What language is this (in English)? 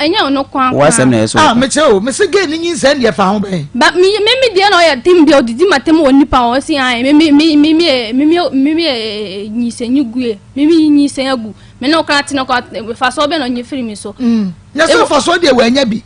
Akan